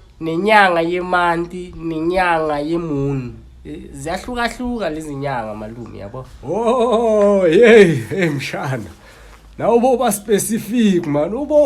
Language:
Zulu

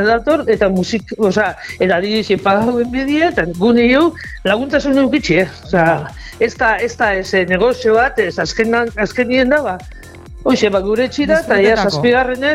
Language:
Basque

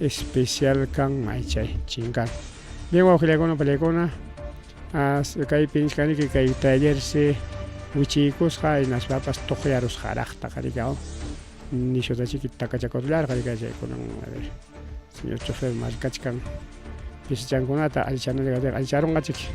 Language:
Ayacucho Quechua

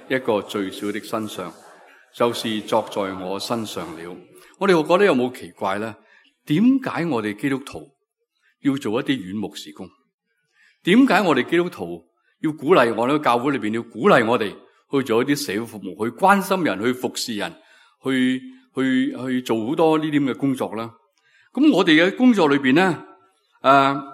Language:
Cantonese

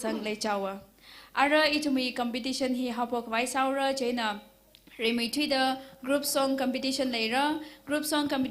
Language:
Tangkhul Naga (India)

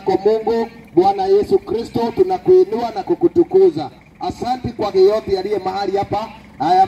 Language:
Swahili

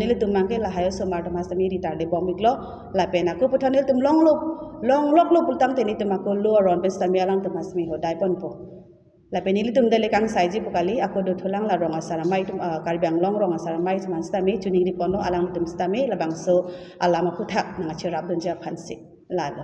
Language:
Karbi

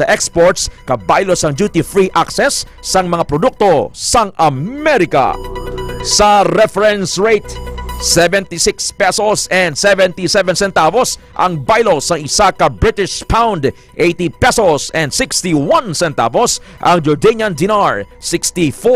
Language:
Hiligaynon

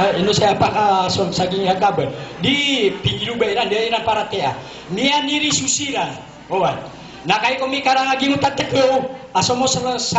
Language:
Maranao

